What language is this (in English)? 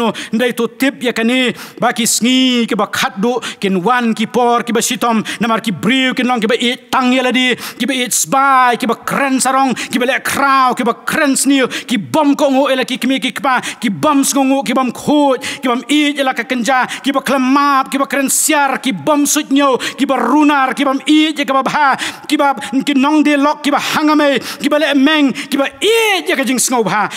Khasi